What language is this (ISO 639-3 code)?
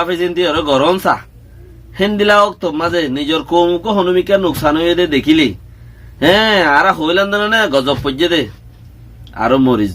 rhg